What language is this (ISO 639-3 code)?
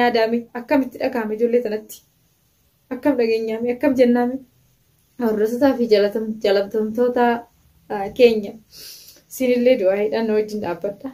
orm